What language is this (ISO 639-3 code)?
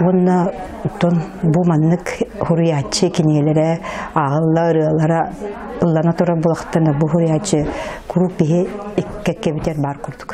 sah